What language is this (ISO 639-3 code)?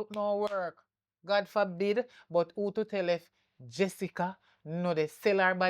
jam